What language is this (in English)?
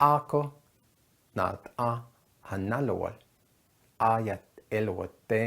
Navajo